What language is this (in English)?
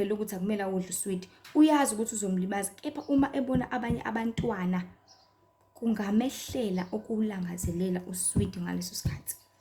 Zulu